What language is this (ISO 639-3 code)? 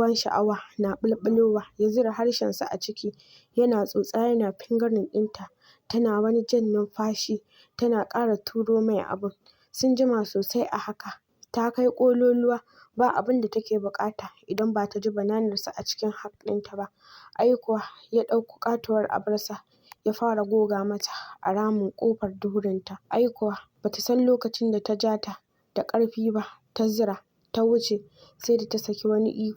hau